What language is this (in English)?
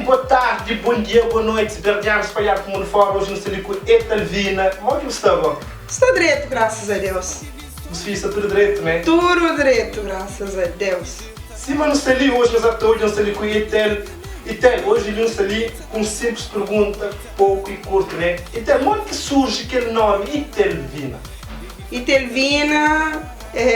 Kabuverdianu